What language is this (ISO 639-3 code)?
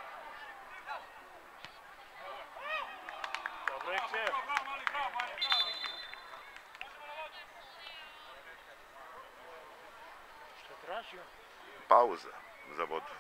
srp